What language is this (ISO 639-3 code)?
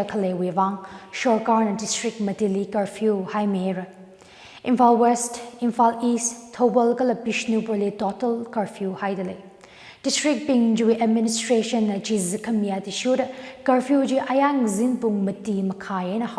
nmf